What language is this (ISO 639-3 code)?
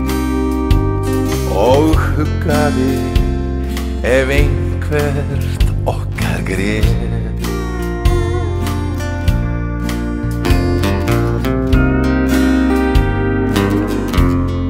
isl